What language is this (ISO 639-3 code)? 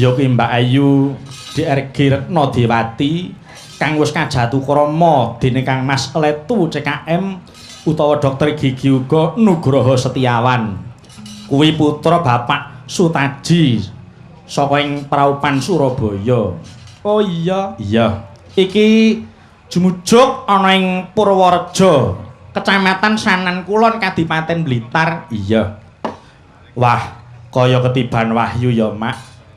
jav